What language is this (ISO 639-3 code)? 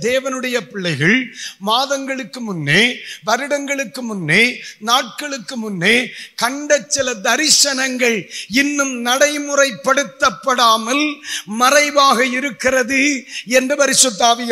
tam